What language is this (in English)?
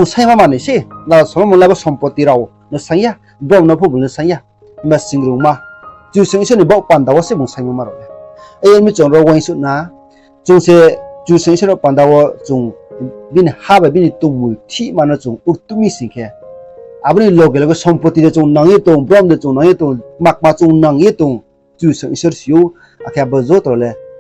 Riang (India)